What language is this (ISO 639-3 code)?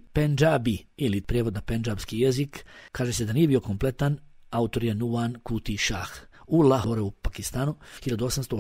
bos